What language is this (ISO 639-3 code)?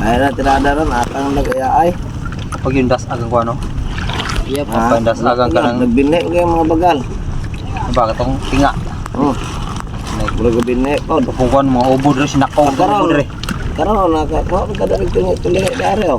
ceb